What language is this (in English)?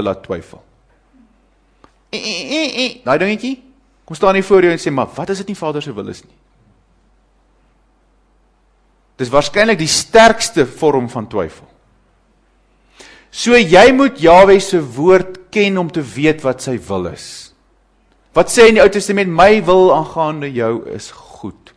Afrikaans